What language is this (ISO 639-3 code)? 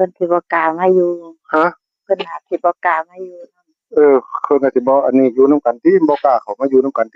tts